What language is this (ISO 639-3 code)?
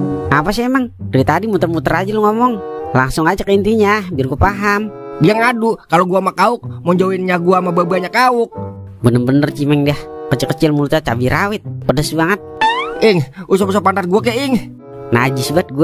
bew